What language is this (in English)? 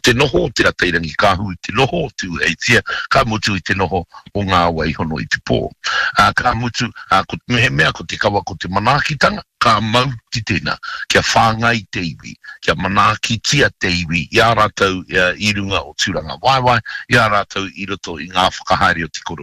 Māori